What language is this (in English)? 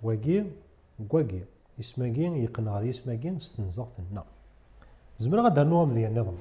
Kabyle